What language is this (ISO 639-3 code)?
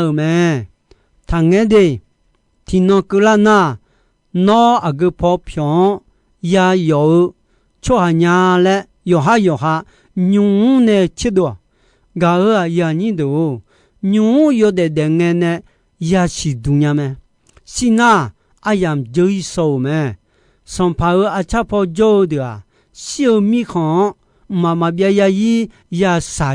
ahk